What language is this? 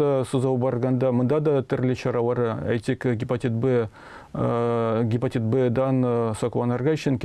Tatar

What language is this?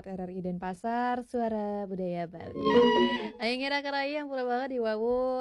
Balinese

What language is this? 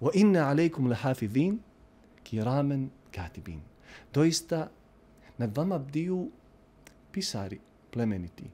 Bosnian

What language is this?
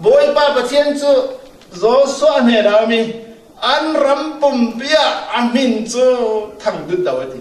Falam Chin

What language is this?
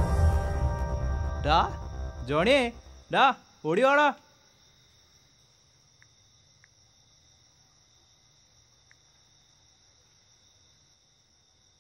Malayalam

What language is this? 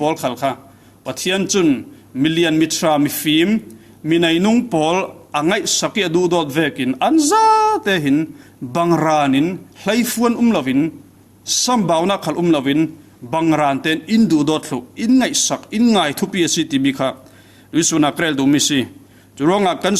Falam Chin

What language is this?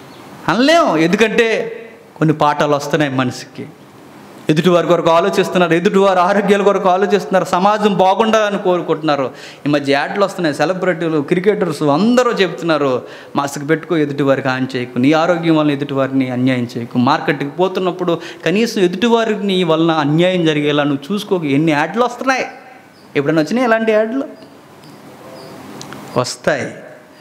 Telugu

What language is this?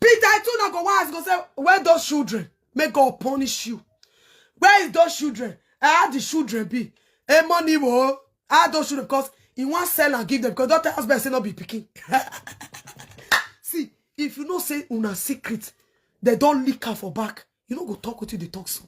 Nigerian Pidgin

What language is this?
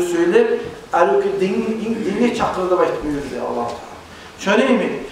Kumyk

